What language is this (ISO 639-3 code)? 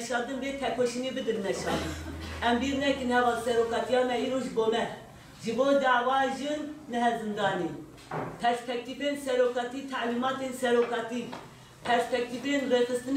kur